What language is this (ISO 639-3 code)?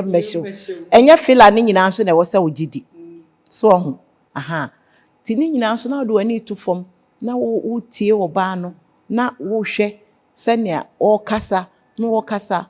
aka